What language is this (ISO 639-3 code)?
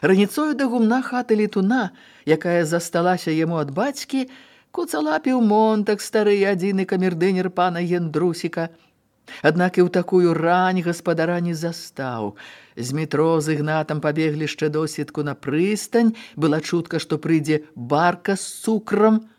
bel